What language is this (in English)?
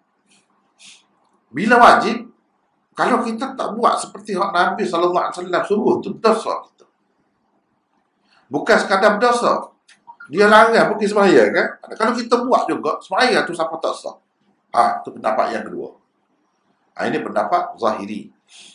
Malay